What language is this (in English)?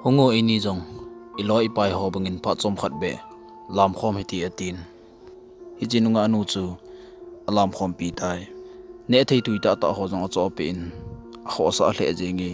Thado Chin